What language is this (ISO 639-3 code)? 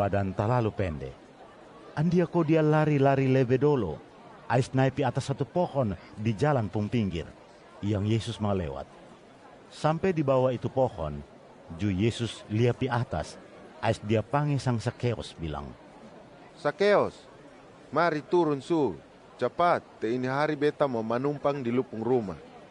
mkn